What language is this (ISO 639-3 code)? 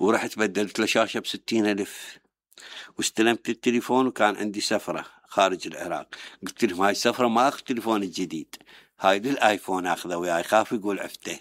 acm